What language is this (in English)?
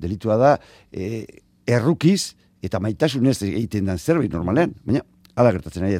Basque